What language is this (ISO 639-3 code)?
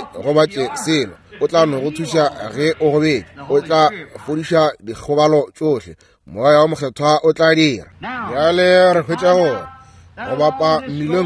nso